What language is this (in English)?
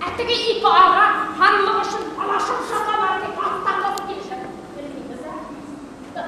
Bashkir